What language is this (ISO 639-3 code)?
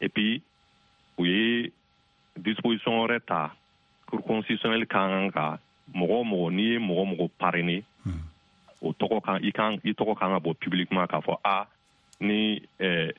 bam